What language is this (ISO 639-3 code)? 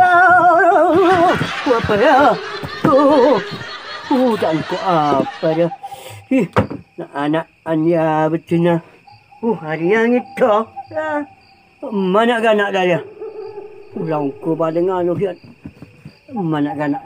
mad